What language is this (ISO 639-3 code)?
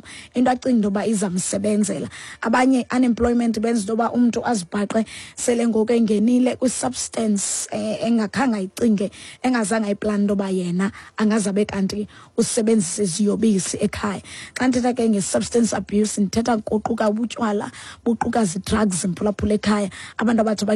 xho